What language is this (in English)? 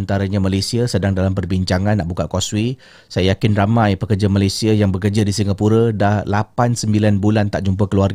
Malay